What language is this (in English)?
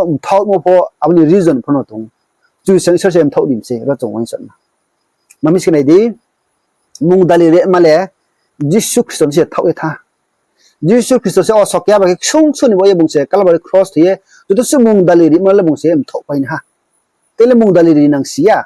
Riang (India)